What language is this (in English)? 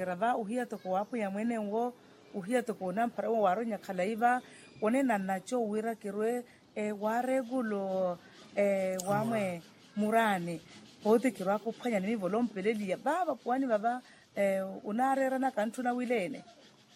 Makhuwa